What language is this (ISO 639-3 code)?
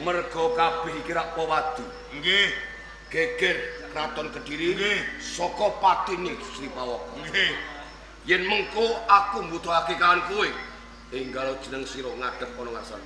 jav